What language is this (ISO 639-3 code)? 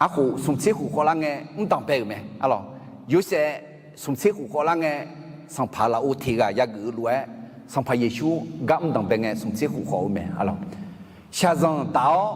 ahk